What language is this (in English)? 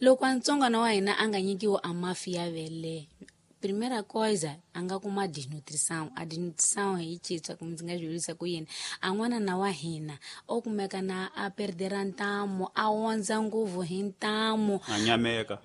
Tsonga